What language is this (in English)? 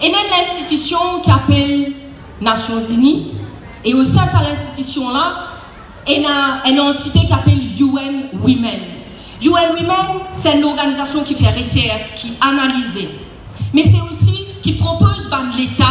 Morisyen